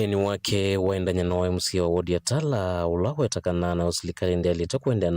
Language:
Kamba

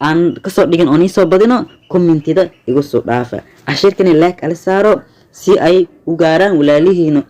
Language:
Somali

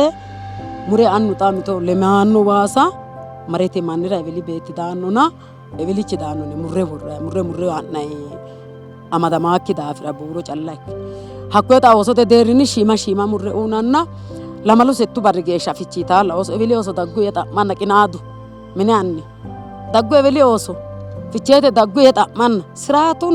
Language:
Sidamo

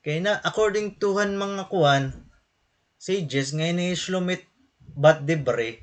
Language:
Waray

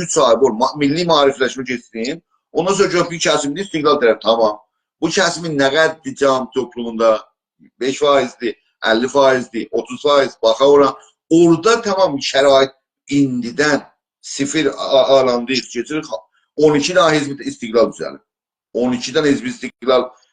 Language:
South Azerbaijani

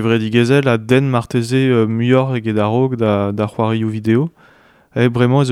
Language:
Breton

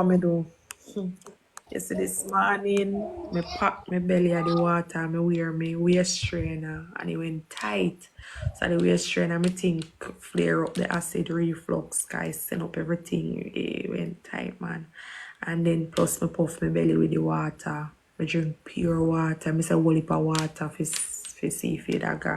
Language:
Jamaican Creole English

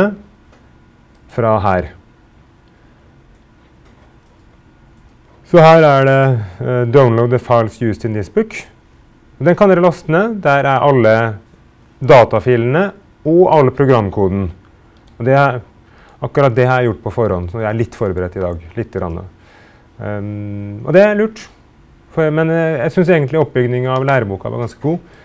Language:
Norwegian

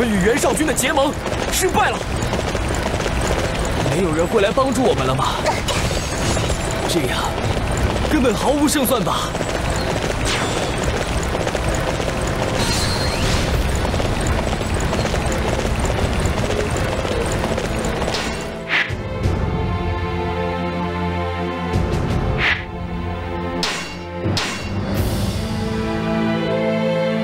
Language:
Chinese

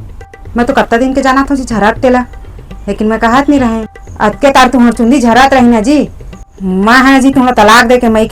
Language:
Chhattisgarhi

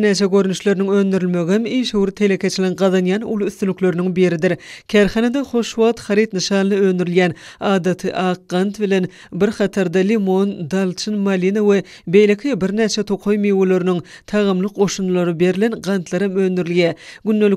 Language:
Turkmen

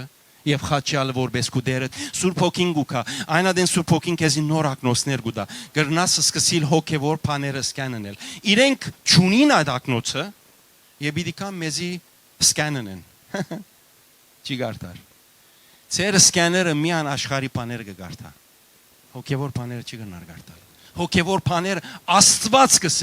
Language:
Western Armenian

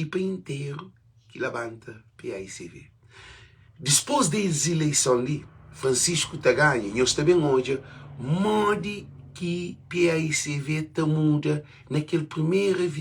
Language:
Kabuverdianu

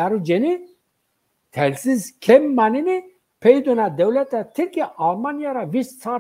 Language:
Zaza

